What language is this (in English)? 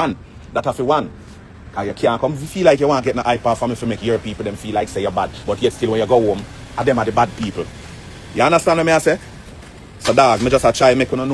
Jamaican Creole English